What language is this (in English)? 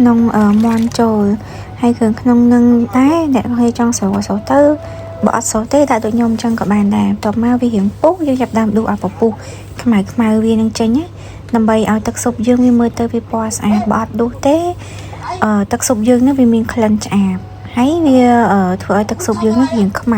Khmer